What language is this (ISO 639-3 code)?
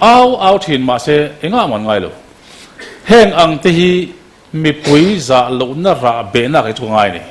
lus